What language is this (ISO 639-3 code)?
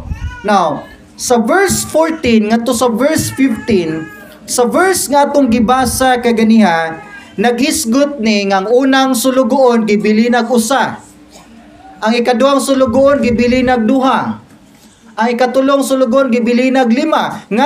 ceb